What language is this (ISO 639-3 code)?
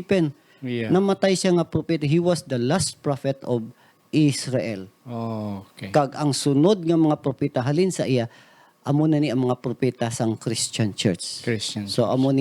hil